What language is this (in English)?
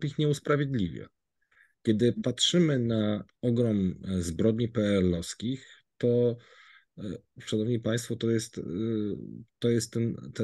Polish